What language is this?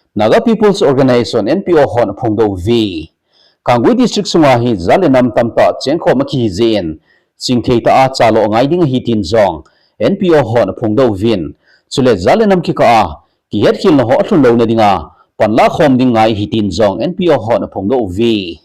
Thado Chin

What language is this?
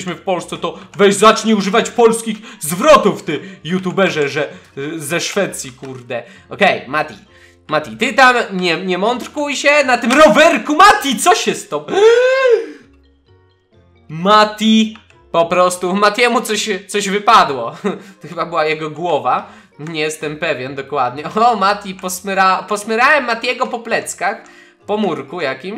Polish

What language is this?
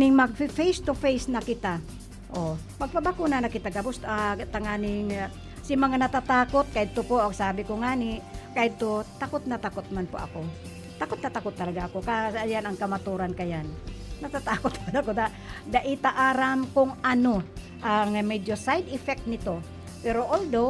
Bikol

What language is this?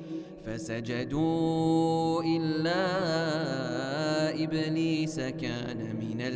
Arabic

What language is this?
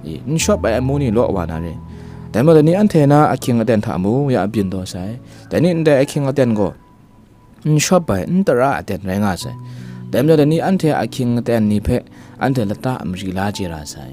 Kachin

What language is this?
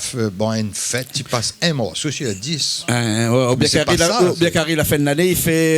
Réunion Creole French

